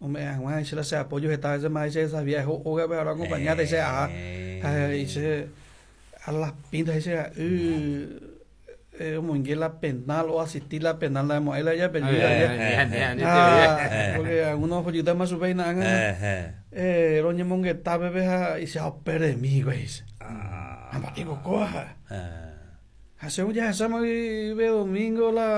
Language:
Guarani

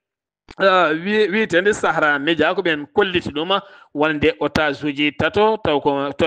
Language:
Fula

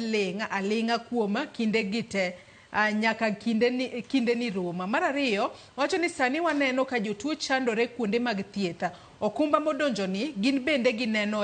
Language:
Luo (Kenya and Tanzania)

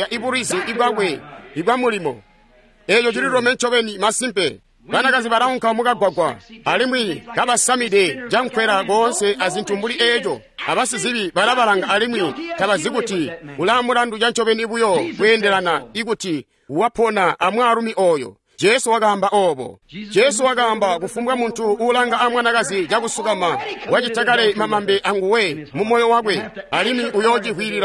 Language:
Tonga (Zambia)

